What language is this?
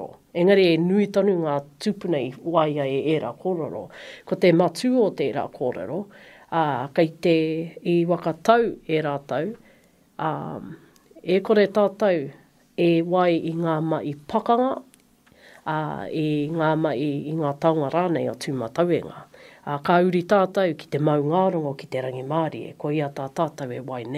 Māori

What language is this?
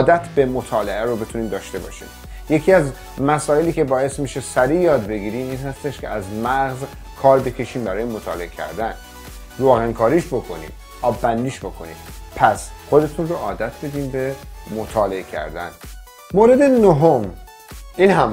Persian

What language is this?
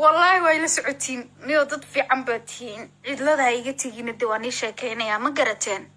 Somali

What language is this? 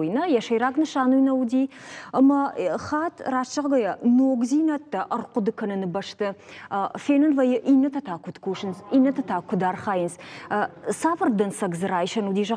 Ossetic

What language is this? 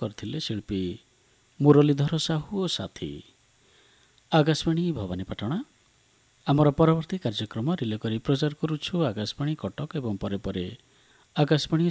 Odia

